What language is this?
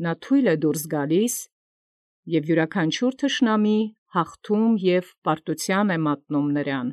Armenian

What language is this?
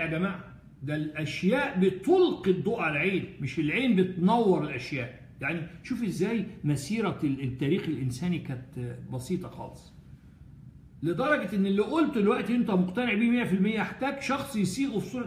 Egyptian Arabic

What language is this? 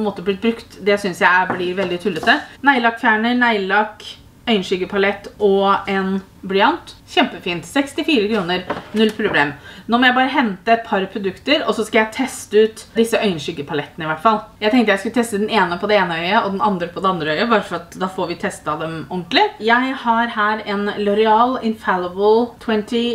Norwegian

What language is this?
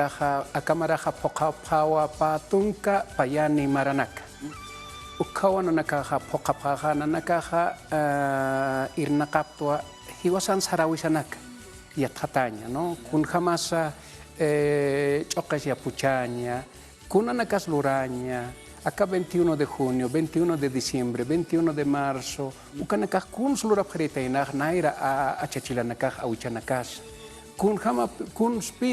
Aymara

